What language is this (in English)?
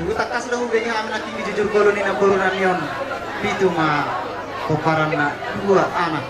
Batak Toba